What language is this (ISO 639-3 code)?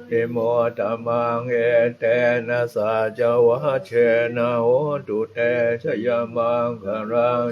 pli